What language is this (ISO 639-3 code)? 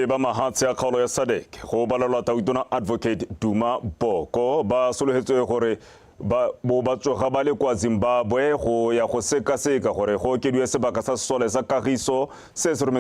tsn